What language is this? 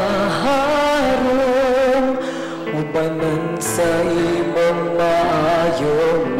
Cebuano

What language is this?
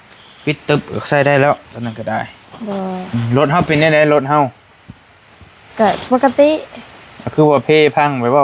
Northeastern Thai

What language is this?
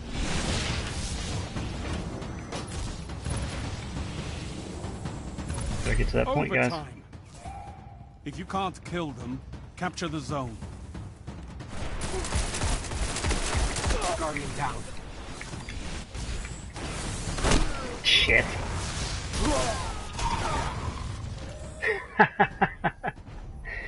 English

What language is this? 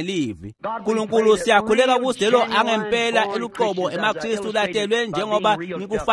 Swati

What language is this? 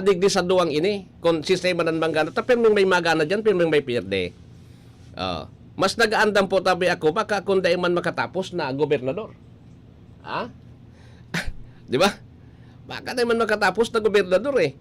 Bikol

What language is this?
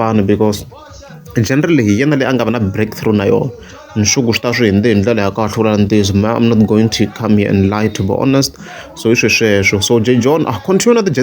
Tsonga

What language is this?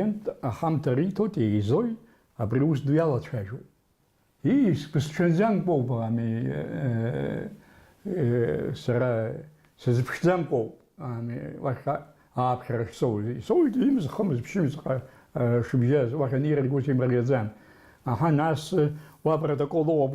Abkhazian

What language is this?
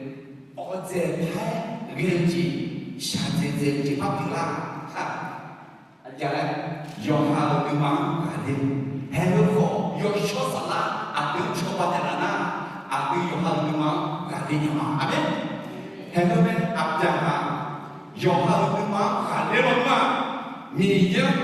Akha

